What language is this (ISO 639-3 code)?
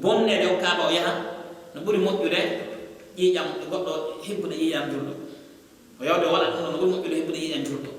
fuf